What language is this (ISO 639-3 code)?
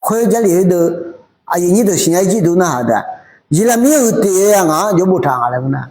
ahk